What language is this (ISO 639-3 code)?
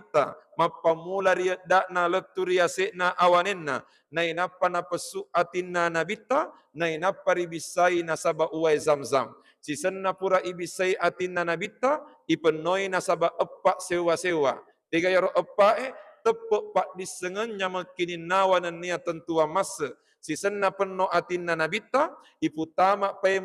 bug